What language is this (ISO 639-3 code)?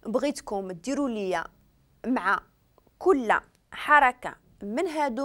ary